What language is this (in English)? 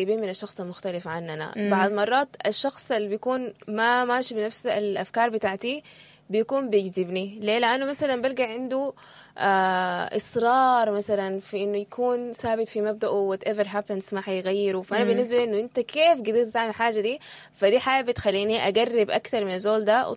Sudanese Arabic